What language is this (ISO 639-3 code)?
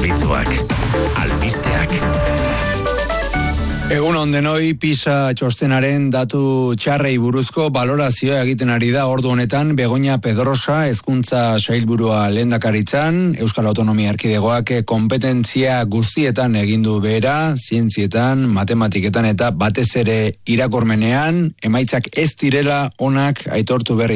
eus